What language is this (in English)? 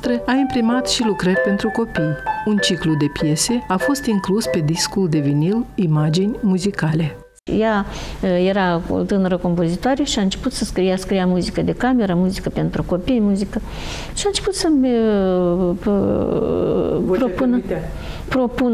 Romanian